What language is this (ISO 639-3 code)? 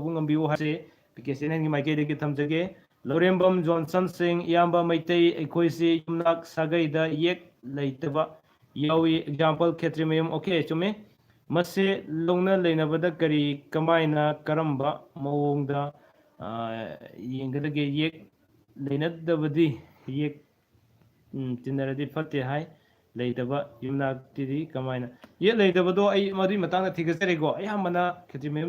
mni